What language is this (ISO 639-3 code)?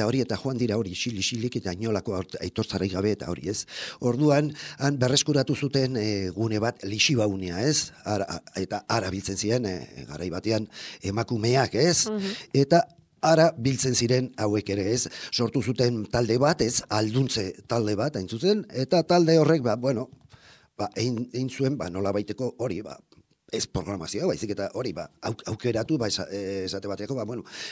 eus